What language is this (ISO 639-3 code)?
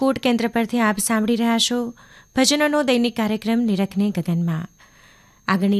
guj